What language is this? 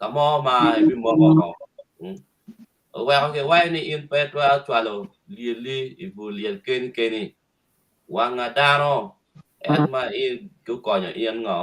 Acoli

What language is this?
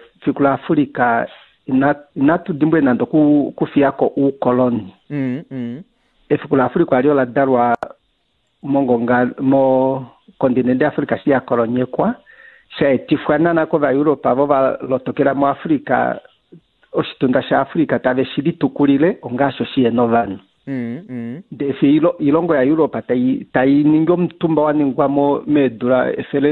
Kuanyama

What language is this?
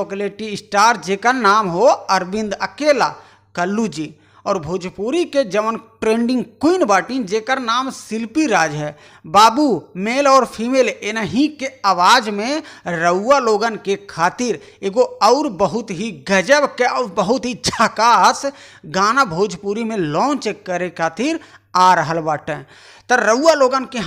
Bhojpuri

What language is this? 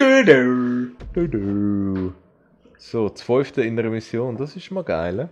Swiss German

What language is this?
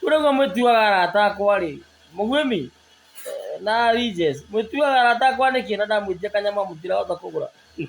Kikuyu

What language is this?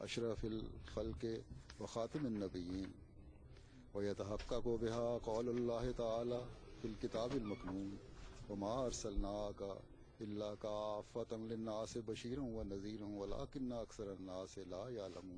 Bangla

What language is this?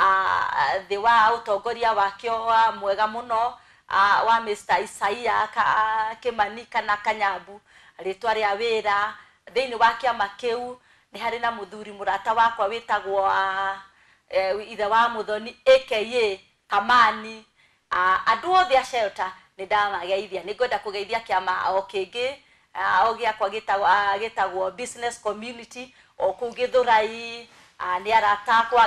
Kikuyu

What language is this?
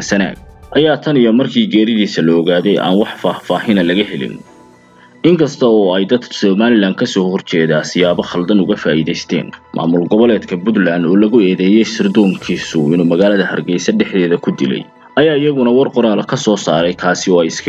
Somali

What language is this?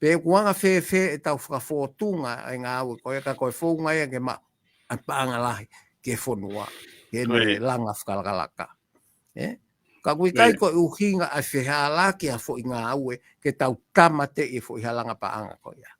Tongan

